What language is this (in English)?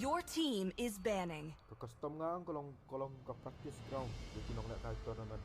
Khasi